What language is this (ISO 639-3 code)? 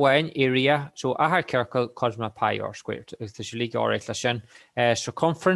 gle